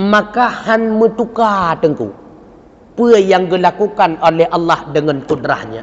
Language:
Achinese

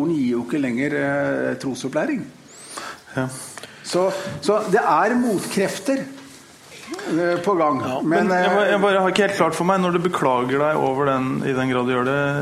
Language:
Norwegian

